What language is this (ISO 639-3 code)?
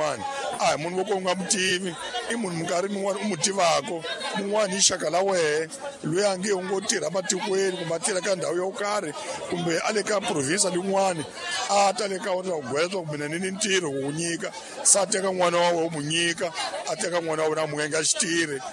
tso